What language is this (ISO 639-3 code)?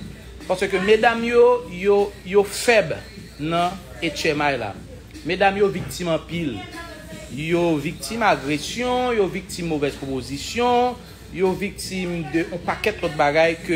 hat